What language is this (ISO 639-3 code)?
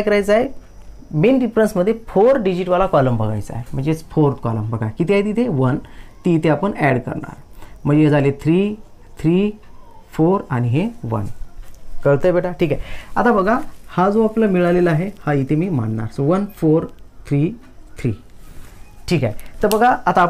mar